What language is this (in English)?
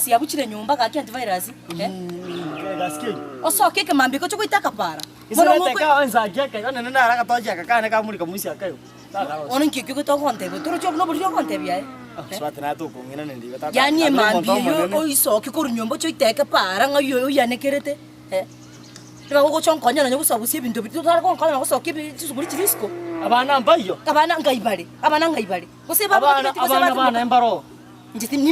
Gusii